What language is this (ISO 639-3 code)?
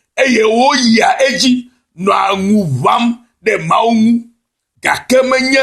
ewe